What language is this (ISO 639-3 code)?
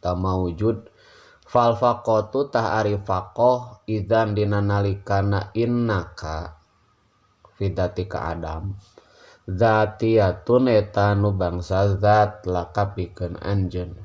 sun